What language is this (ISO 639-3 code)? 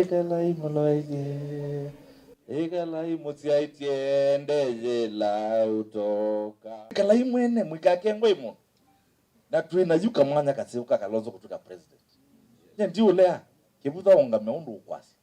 kam